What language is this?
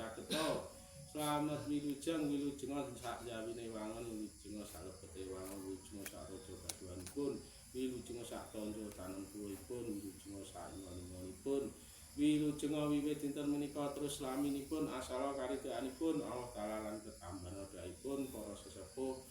Javanese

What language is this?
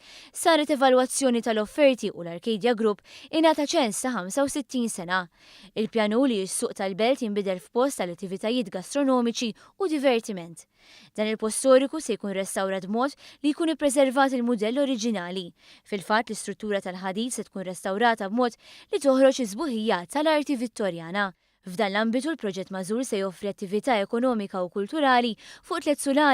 Maltese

